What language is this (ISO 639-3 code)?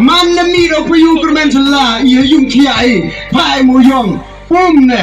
kha